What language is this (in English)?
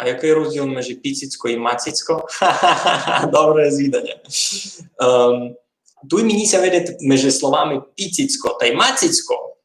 Rusyn